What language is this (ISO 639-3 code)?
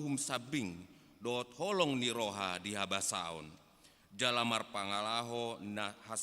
bbc